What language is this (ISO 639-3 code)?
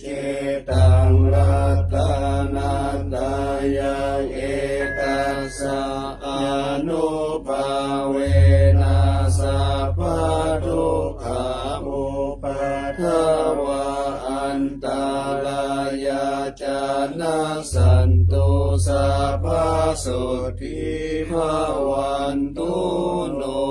pli